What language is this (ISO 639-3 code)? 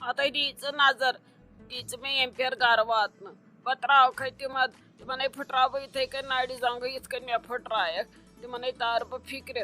kas